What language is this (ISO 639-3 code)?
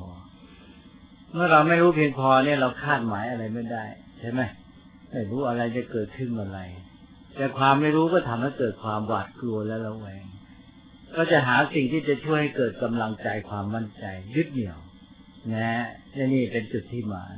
tha